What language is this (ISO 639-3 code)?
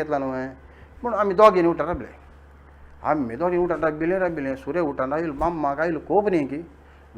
kok